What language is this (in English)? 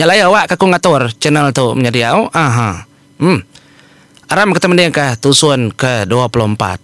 Iban